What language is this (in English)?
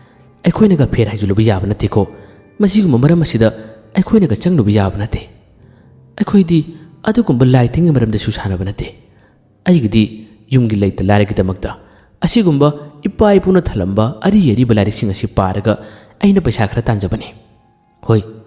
Manipuri